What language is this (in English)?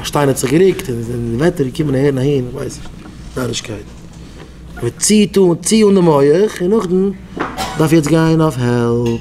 Yiddish